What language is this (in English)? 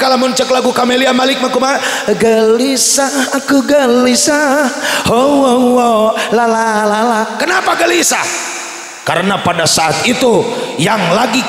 Sundanese